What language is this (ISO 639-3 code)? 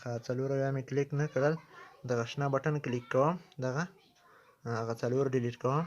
pus